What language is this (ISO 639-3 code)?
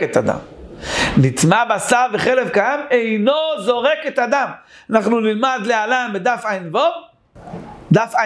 heb